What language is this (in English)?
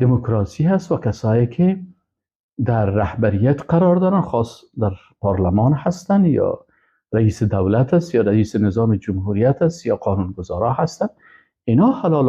Persian